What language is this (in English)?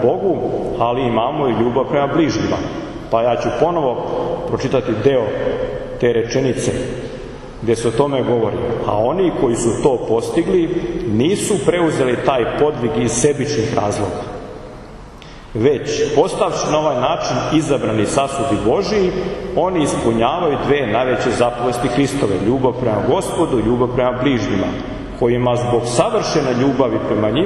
Serbian